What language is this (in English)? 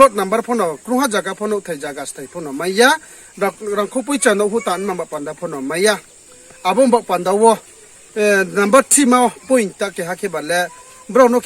Riang (India)